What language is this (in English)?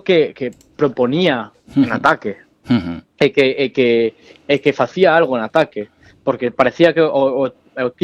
Galician